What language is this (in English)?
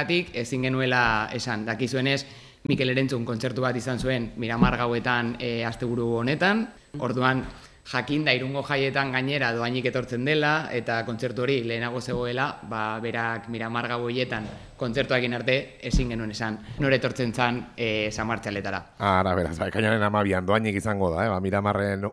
Basque